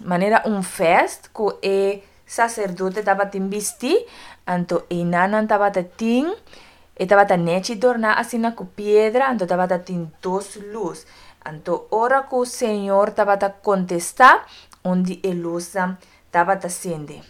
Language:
Papiamento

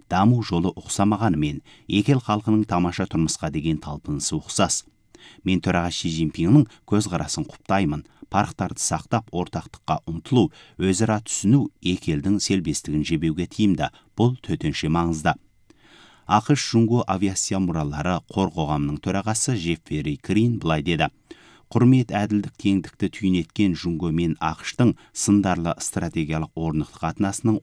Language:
Kazakh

